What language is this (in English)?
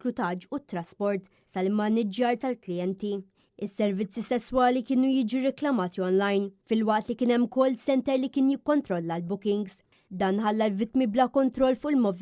Maltese